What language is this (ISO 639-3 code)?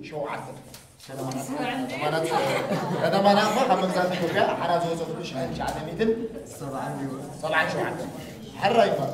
tir